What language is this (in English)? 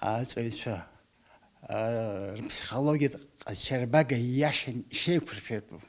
Abkhazian